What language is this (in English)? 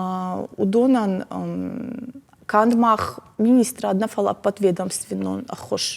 Ossetic